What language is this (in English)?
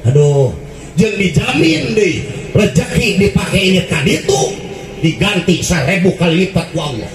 Sundanese